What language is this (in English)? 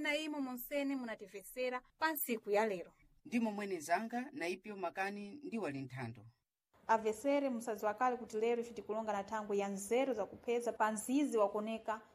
Sena